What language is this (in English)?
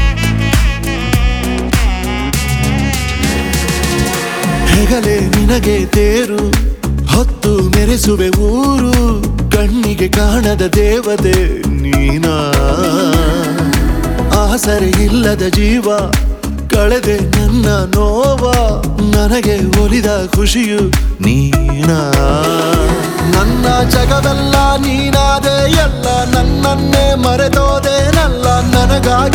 Kannada